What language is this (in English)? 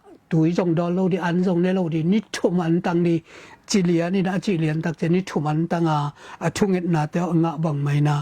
Tedim Chin